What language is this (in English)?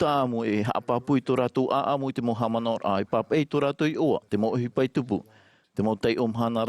Tahitian